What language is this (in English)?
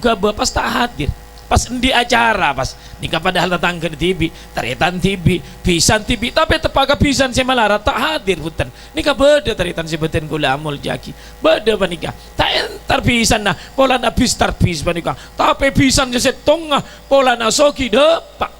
Madurese